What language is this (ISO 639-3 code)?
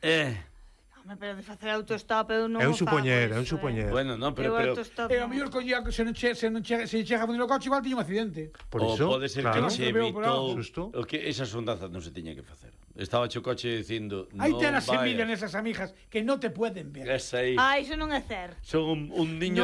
glg